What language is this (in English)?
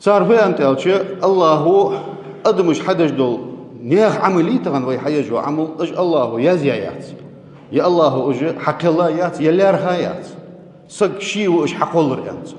Ingush